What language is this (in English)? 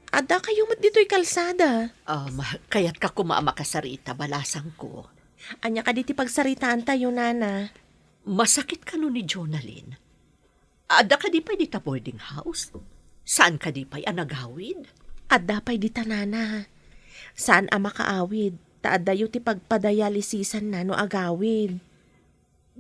Iloko